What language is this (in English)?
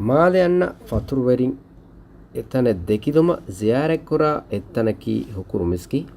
Divehi